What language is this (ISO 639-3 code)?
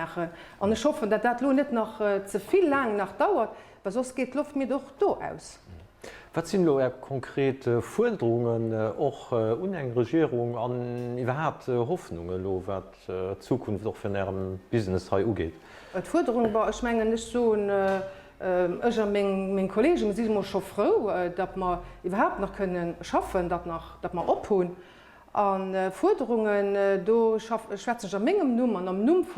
ltz